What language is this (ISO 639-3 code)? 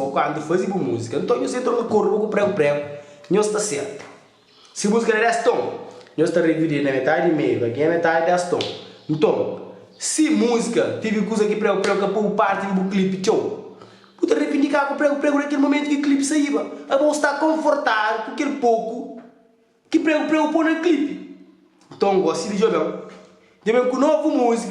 kea